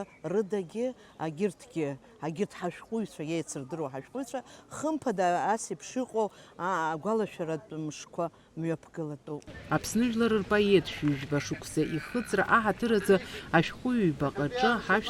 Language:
Abkhazian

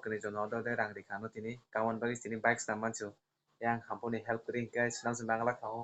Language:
Kok Borok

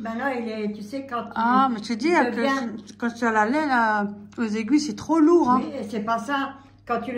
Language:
French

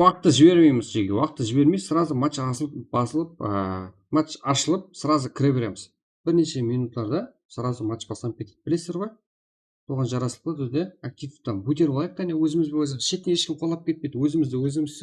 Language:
Kara-Kalpak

